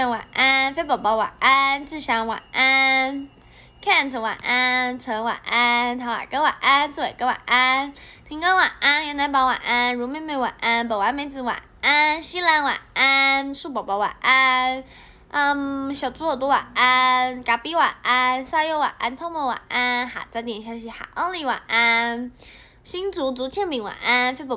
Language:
Chinese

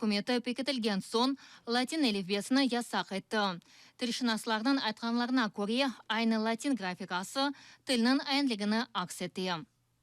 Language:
Crimean Tatar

